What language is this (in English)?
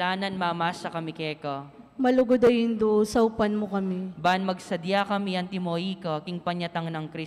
Pampanga